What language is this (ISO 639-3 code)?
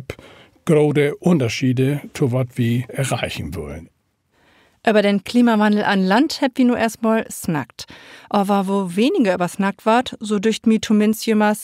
nds